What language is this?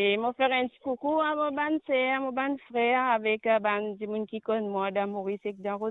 Morisyen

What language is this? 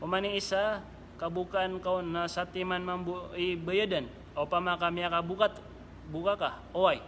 Maranao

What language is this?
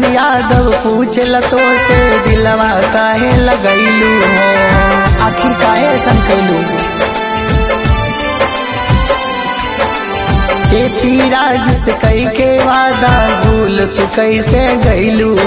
Bhojpuri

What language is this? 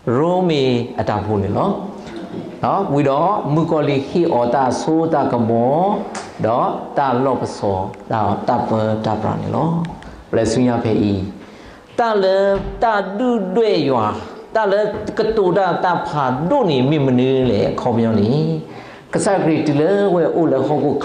S'gaw Karen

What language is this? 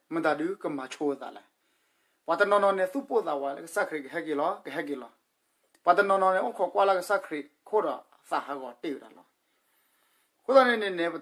S'gaw Karen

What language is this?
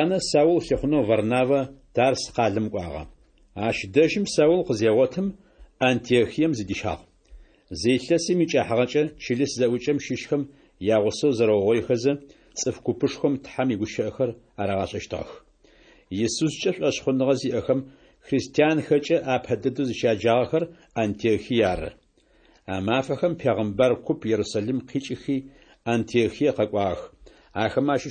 Adyghe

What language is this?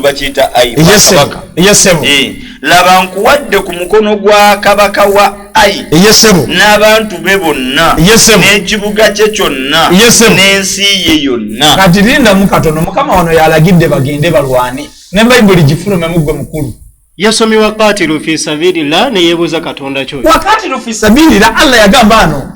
Ganda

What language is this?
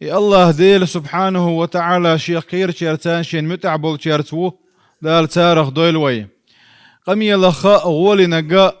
Chechen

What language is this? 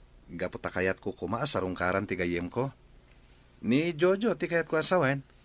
Iloko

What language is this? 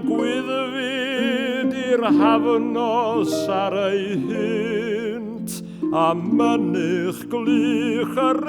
Welsh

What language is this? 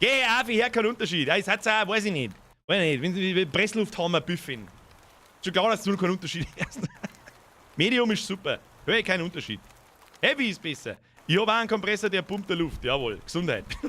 Bavarian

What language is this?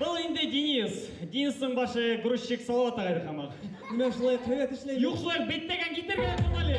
Bashkir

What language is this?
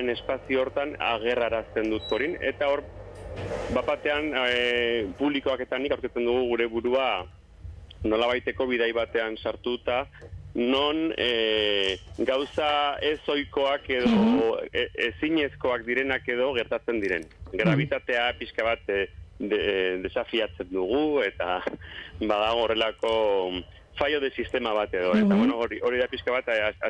Basque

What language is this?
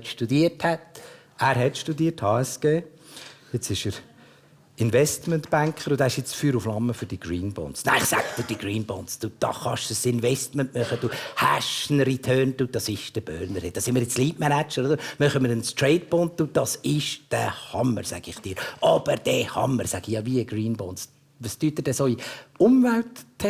Swiss German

